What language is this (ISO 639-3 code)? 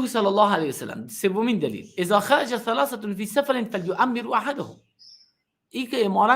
fas